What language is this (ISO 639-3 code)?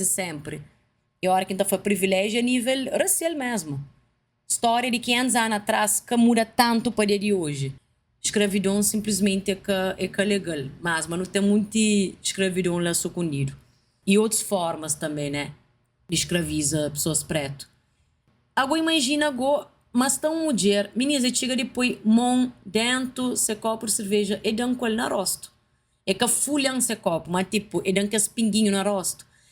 kea